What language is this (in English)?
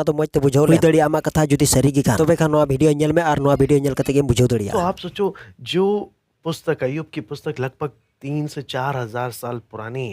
Santali